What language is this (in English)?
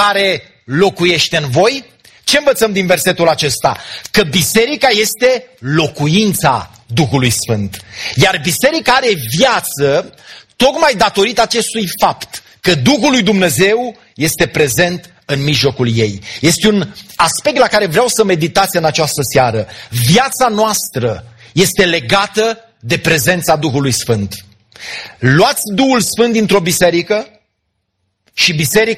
Romanian